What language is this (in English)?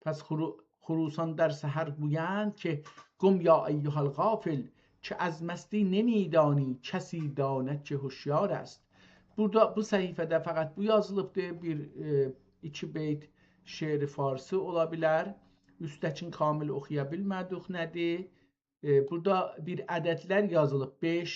South Azerbaijani